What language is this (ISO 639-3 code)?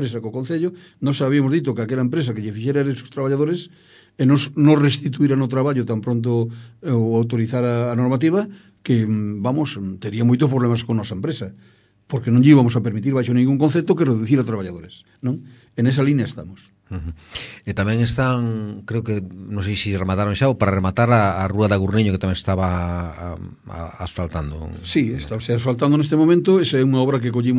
glg